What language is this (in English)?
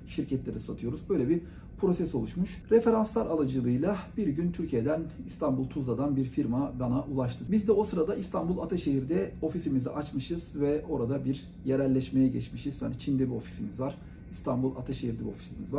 Turkish